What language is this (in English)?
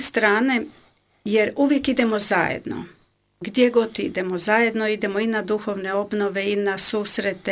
Croatian